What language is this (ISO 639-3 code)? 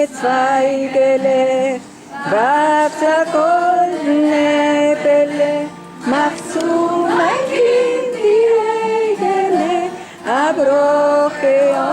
yid